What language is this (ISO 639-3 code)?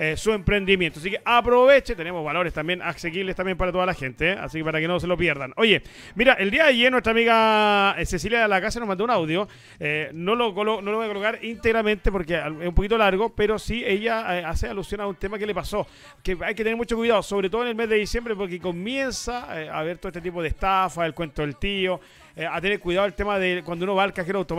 spa